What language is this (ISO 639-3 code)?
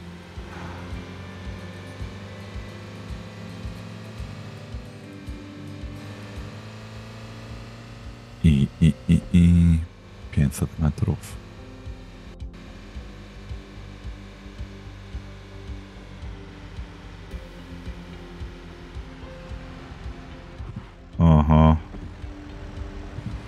pol